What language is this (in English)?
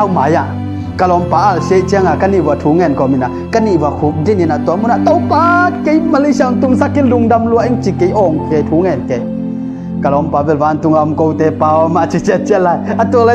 Tedim Chin